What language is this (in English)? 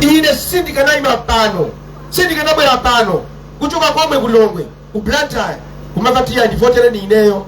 Nyanja